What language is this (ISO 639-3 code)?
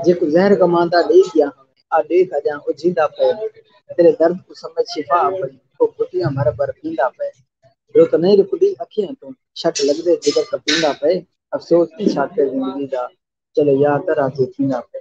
skr